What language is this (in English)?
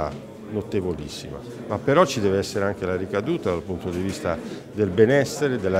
Italian